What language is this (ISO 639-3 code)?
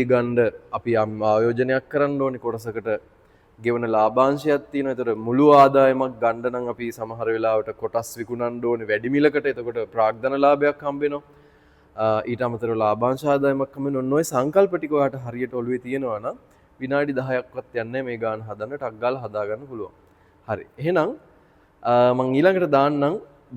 sin